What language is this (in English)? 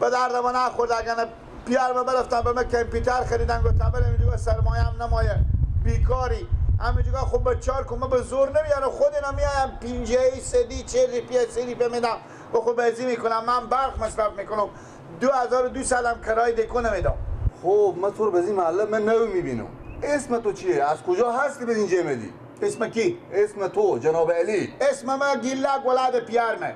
Persian